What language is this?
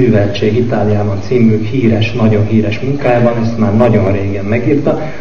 Hungarian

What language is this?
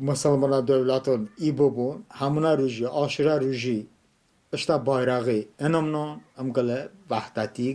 Talysh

